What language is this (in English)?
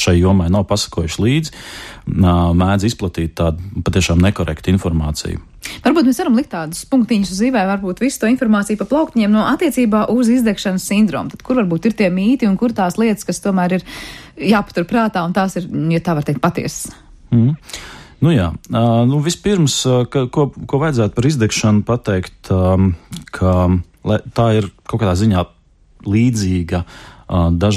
Latvian